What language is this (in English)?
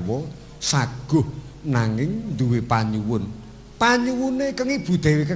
Javanese